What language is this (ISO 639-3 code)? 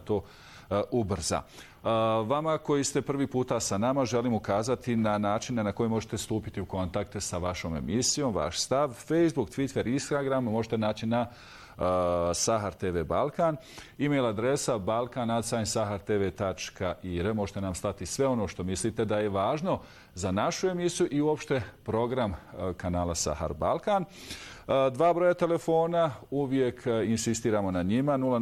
bos